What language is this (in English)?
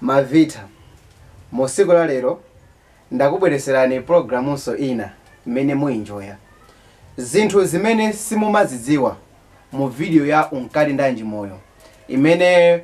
Nyanja